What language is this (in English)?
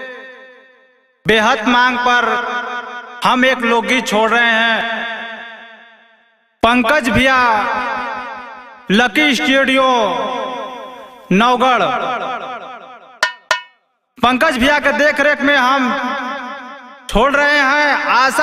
Bhojpuri